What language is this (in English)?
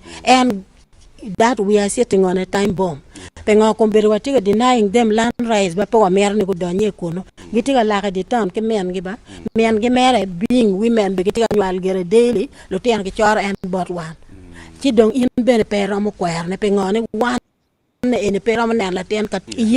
Acoli